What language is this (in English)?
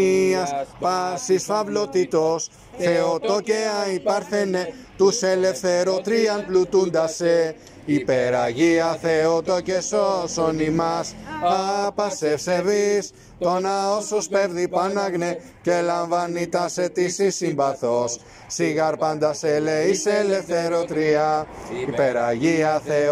Greek